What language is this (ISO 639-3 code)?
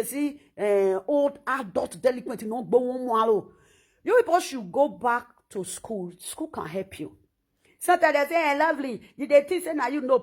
pcm